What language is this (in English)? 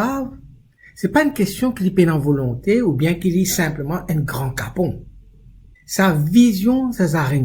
Morisyen